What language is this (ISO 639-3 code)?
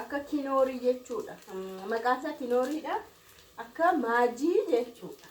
orm